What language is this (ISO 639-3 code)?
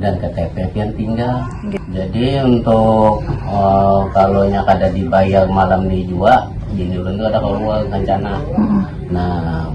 bjn